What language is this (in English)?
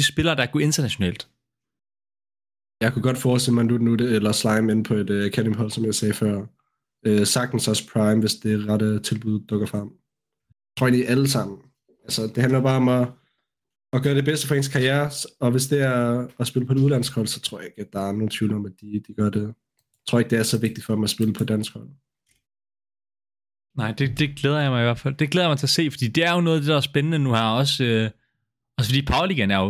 Danish